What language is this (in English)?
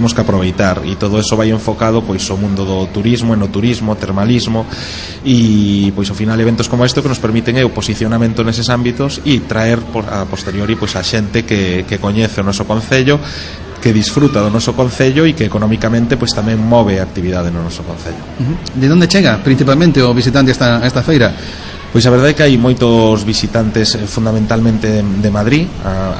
Galician